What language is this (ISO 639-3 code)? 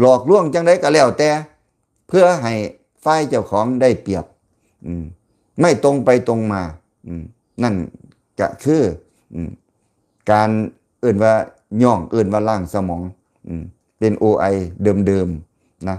lao